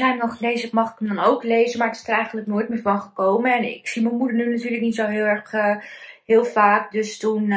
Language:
Dutch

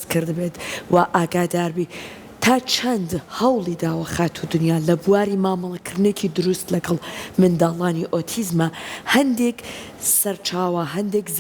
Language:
Central Kurdish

